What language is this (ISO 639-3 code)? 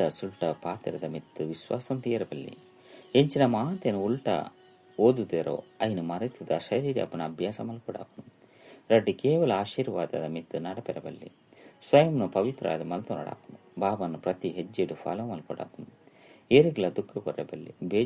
tcy